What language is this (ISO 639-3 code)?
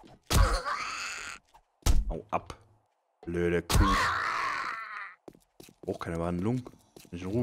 deu